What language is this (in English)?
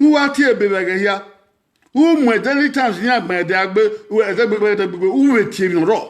Bini